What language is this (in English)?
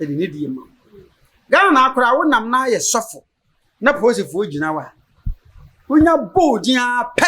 Akan